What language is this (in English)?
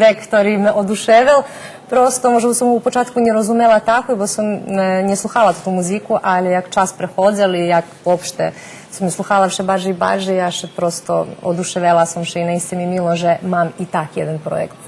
Rusyn